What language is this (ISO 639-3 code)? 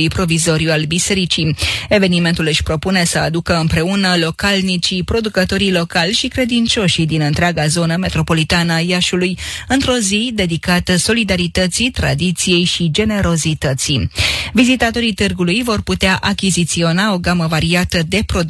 ron